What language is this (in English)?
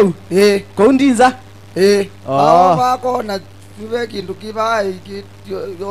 Kamba